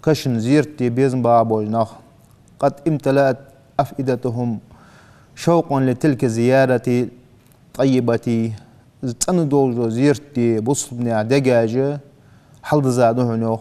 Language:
Ingush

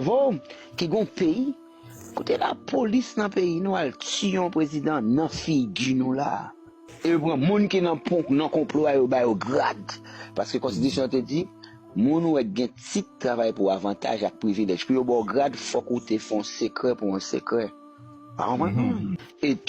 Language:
Haitian Creole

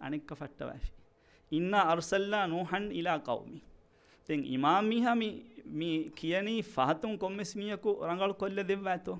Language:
Divehi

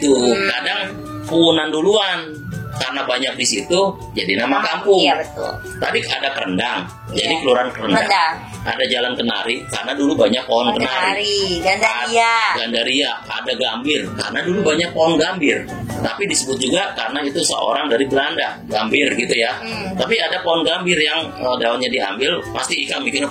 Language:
Betawi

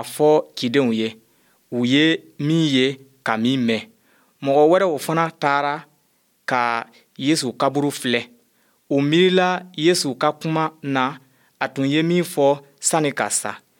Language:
Bambara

